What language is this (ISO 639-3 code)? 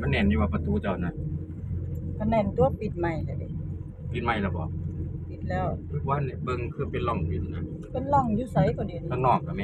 tts